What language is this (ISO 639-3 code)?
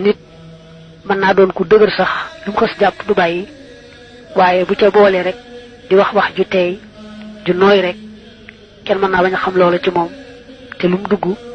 wol